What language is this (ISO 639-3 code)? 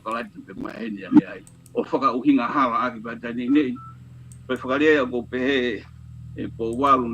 ton